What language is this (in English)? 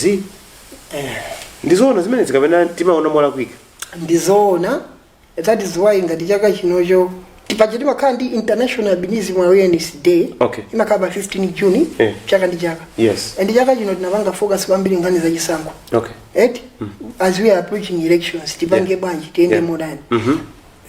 Nyanja